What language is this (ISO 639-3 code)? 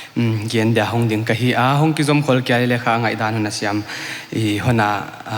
pck